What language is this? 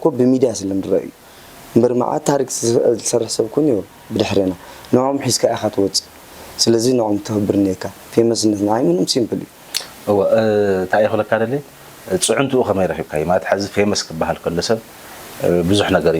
Tigrinya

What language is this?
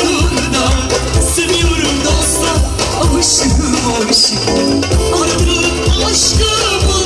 Turkish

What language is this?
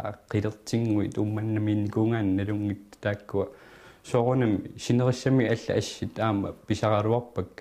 Kalaallisut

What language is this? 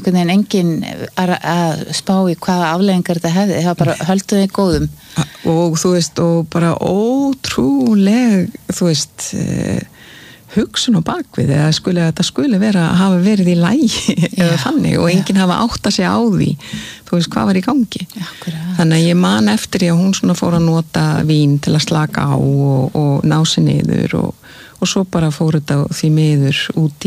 Icelandic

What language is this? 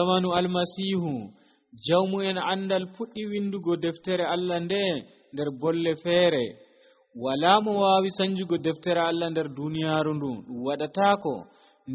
Nigerian Fulfulde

